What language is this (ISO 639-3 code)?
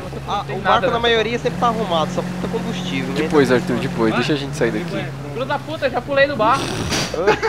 por